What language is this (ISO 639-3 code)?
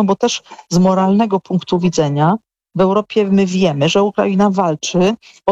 pol